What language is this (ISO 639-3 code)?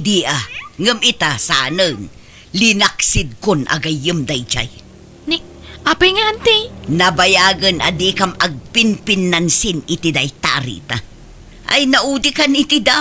ilo